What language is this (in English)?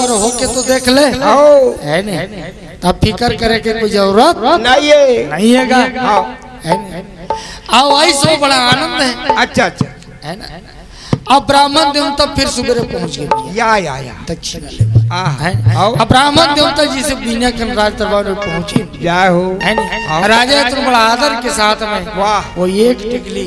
Chhattisgarhi